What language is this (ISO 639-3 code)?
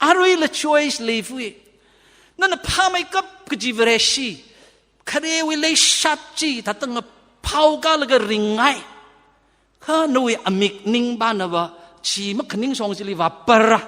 nmf